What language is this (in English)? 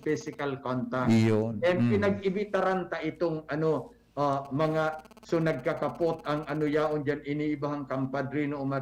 Bikol